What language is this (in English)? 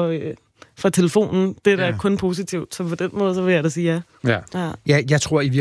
Danish